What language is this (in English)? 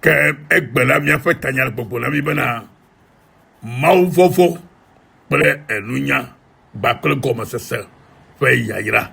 Ewe